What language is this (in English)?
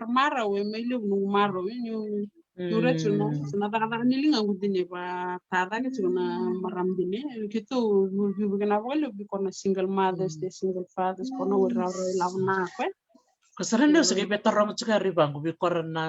Fijian